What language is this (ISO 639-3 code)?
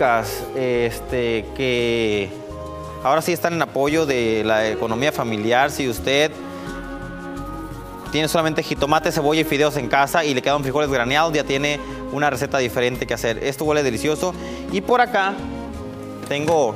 spa